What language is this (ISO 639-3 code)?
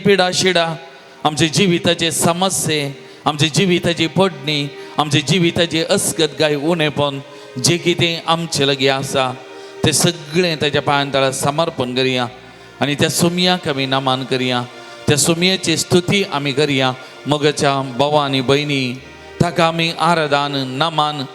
kok